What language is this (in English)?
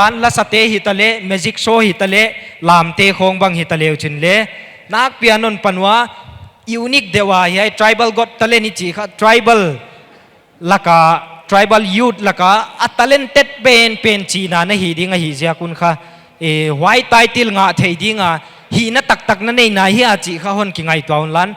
Paite Chin